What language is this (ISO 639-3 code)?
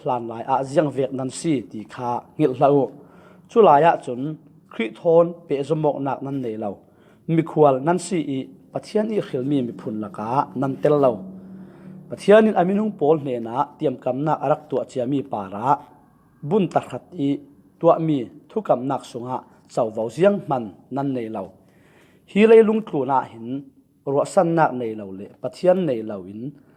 cfm